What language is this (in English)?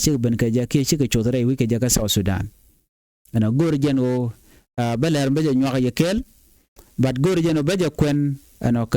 Nuer